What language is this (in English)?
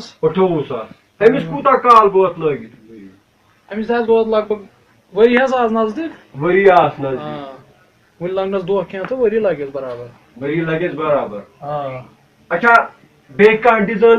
Kashmiri